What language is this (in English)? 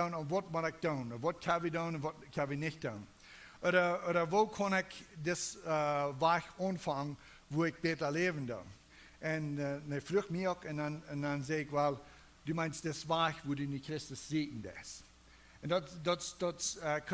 Plautdietsch